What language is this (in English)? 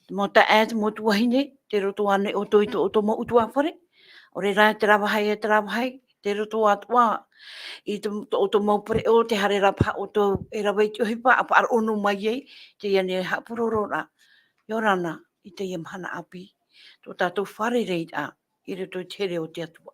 Tahitian